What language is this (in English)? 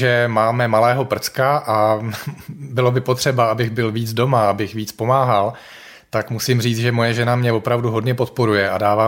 Czech